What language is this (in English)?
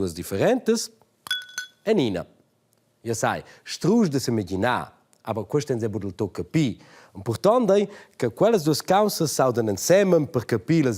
Romansh